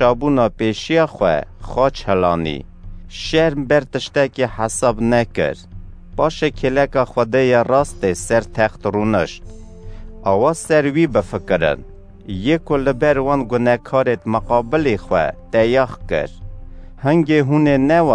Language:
Kurdish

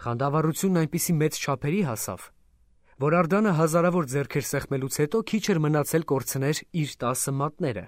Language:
Armenian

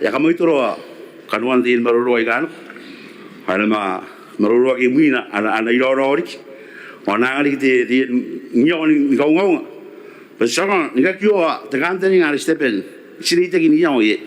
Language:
Gilbertese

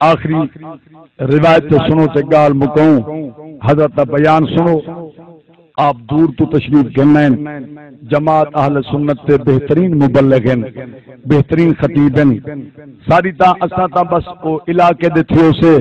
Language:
Saraiki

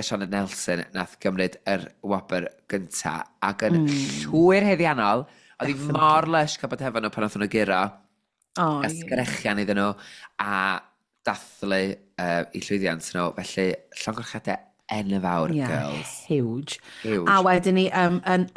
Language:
Welsh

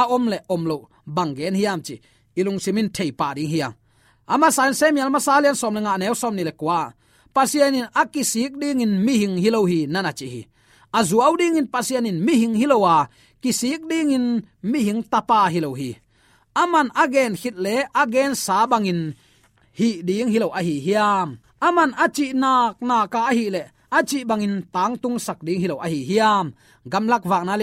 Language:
Tedim Chin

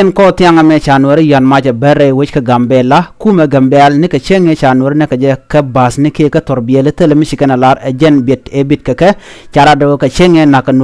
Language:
Nuer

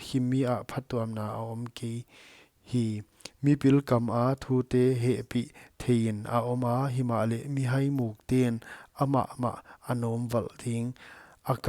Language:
Paite Chin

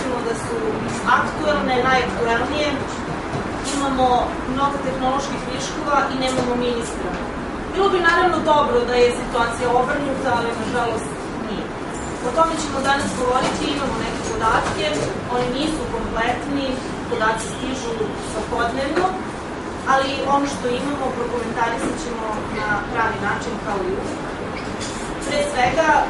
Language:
Serbian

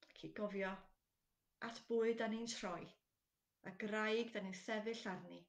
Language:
Welsh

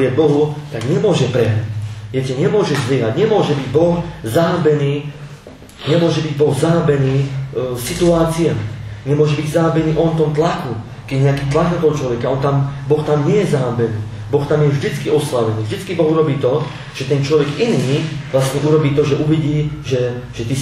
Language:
Slovak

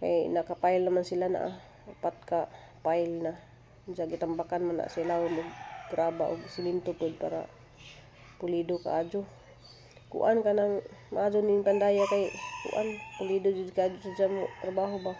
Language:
Cebuano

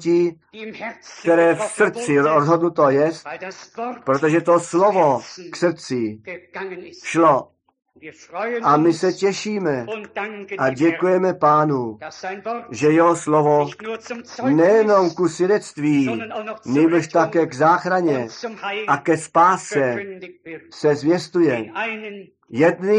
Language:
Czech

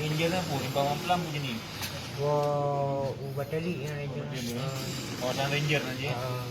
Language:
Achinese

